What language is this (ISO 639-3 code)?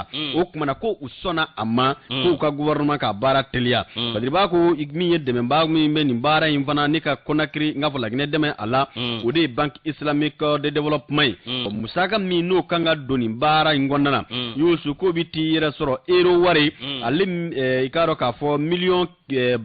bam